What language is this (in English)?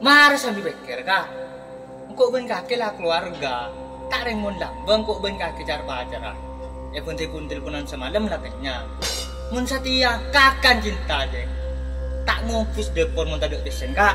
Madurese